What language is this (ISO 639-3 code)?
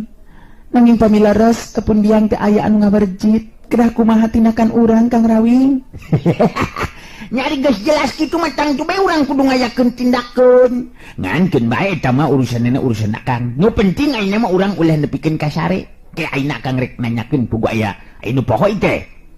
sun